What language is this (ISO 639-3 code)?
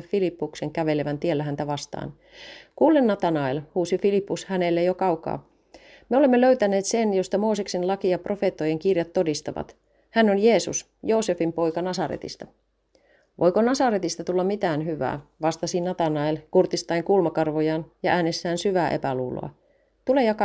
fin